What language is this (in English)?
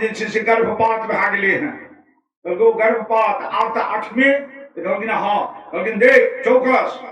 Maithili